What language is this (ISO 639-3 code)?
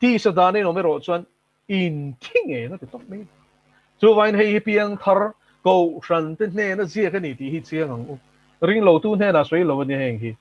lus